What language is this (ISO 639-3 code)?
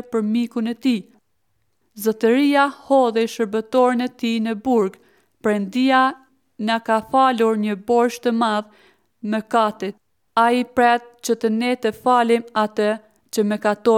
sqi